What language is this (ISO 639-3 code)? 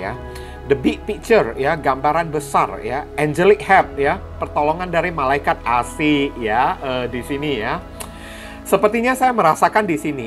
ind